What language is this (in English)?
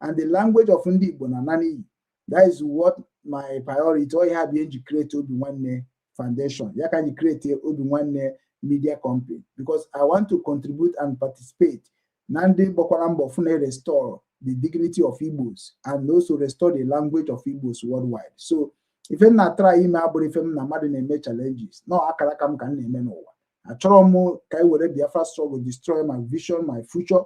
Igbo